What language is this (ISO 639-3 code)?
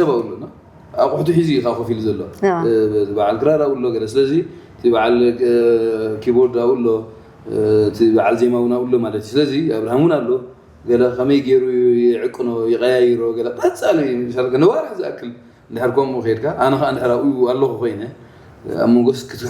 tir